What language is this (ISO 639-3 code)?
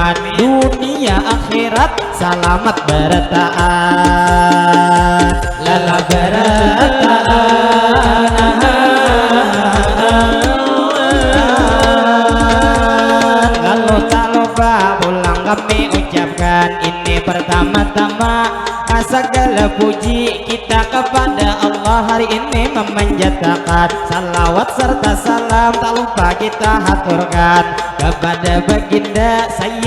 bjn